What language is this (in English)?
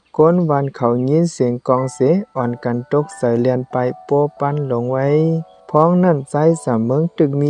Shan